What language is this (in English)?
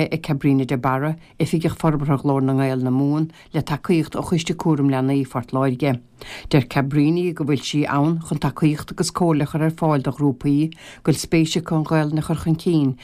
Irish